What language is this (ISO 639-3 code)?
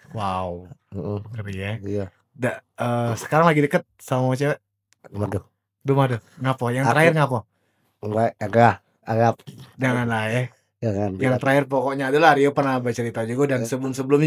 mui